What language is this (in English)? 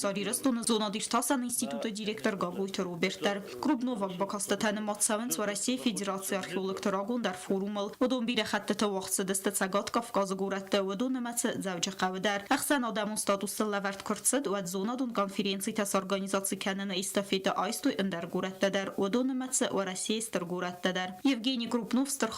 Ossetic